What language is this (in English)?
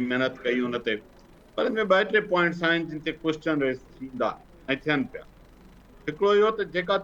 Sindhi